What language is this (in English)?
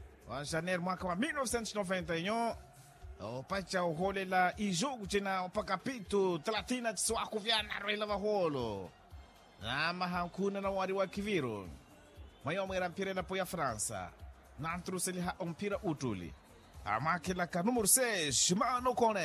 Makhuwa